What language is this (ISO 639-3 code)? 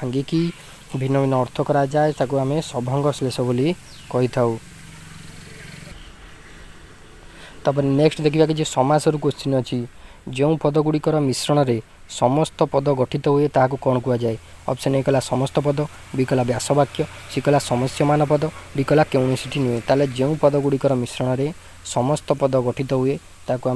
ori